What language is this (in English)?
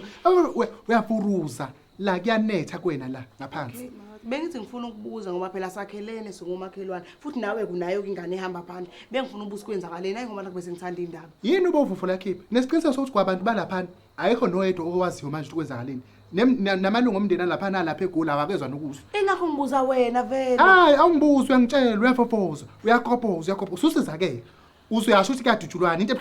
Zulu